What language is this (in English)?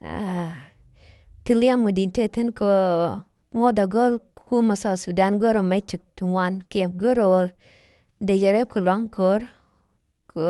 Nuer